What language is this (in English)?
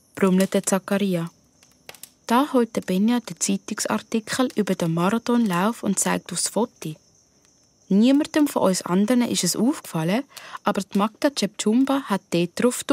Swiss German